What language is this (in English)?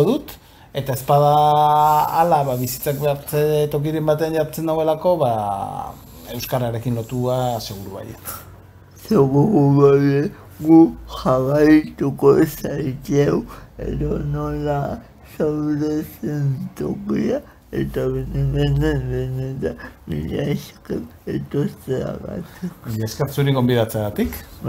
Basque